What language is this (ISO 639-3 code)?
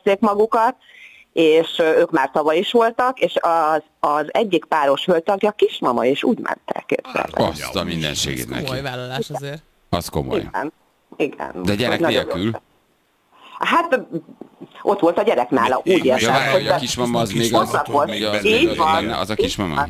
hun